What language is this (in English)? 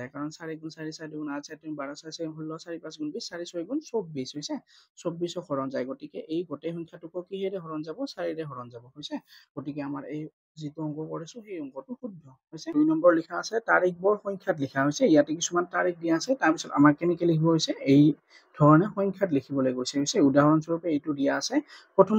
Assamese